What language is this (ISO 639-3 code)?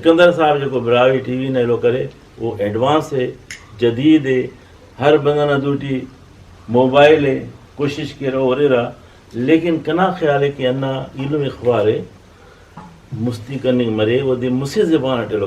brh